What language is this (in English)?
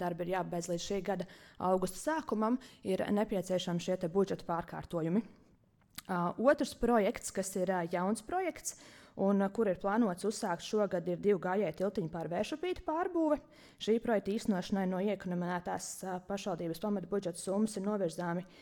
Latvian